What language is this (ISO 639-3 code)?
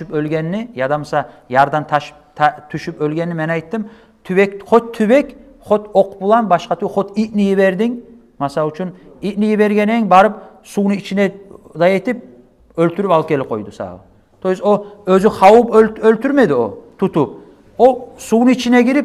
kum